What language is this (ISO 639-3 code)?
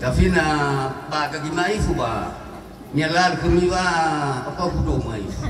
nia